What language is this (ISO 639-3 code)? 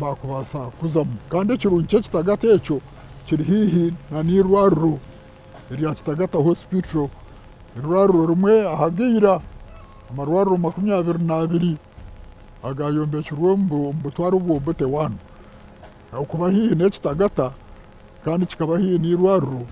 nyn